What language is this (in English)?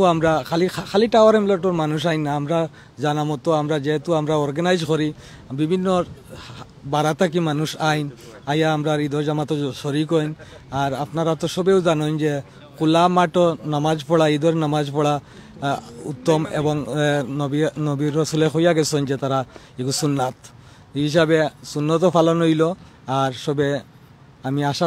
Sylheti